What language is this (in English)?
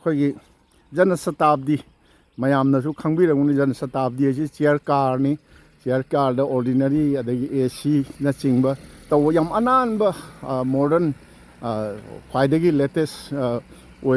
Manipuri